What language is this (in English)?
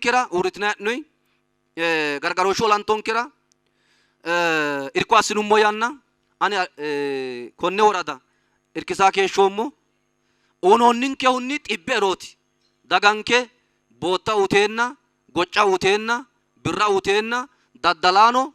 Sidamo